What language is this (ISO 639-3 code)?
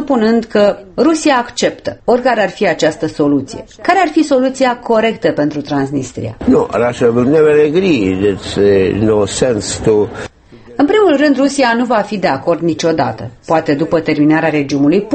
ron